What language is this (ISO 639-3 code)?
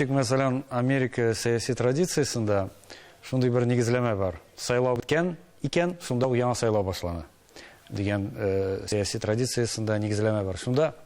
tat